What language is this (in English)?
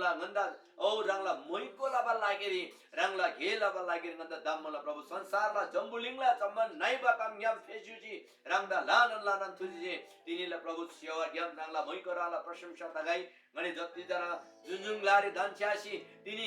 Eastern Tamang